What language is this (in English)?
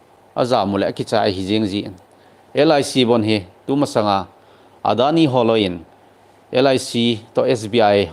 Thado Chin